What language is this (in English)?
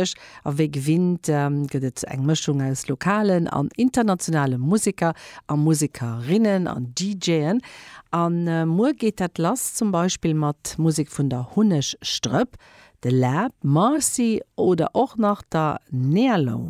Luxembourgish